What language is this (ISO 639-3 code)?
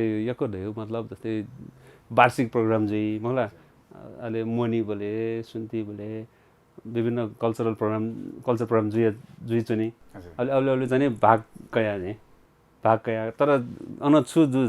new